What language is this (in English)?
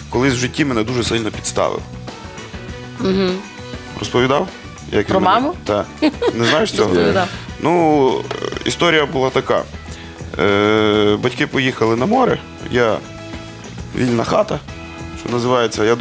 Ukrainian